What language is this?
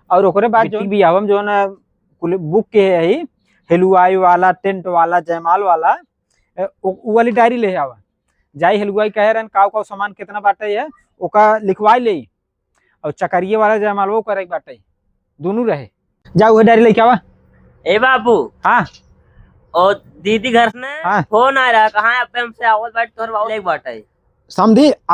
Awadhi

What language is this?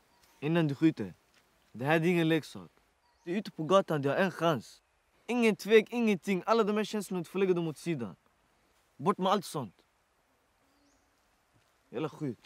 Swedish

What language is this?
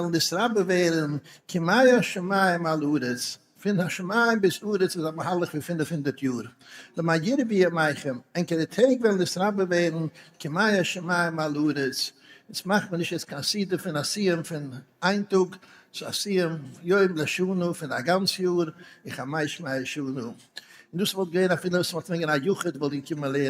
Yiddish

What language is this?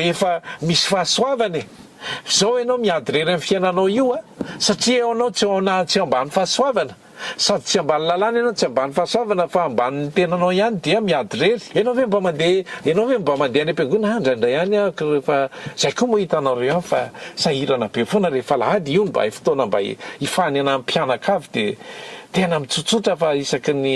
Malagasy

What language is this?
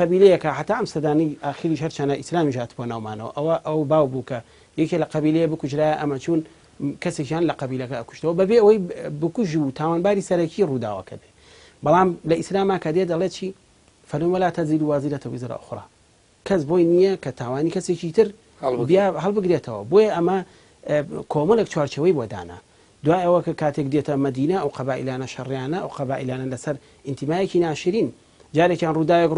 Central Kurdish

